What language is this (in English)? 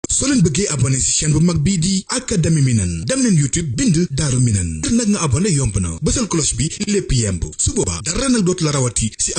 Wolof